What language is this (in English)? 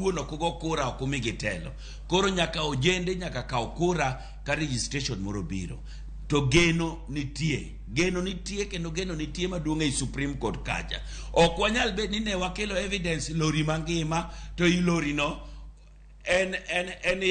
Luo (Kenya and Tanzania)